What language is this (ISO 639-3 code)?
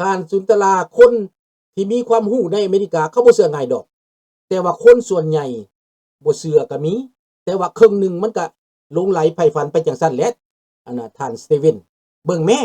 lao